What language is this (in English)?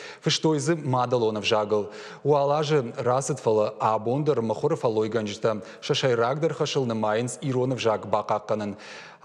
Ossetic